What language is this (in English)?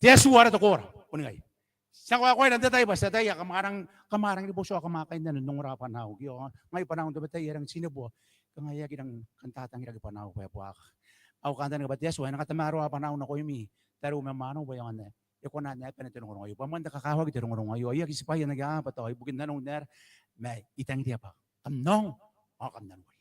Gilbertese